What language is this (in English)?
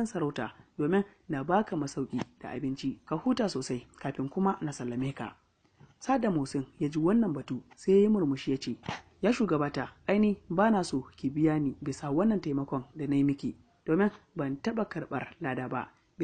Hausa